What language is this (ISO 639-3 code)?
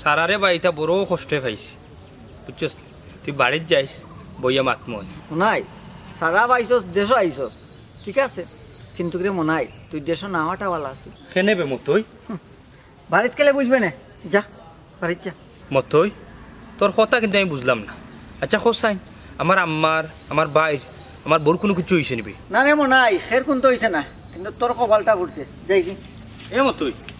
syl